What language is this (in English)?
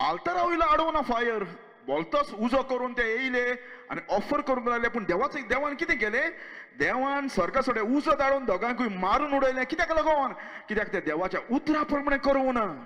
Konkani